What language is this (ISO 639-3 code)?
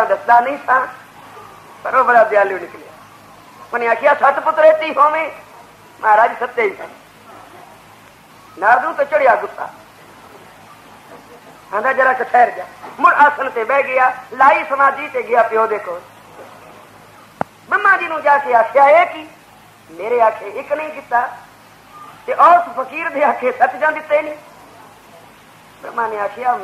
pan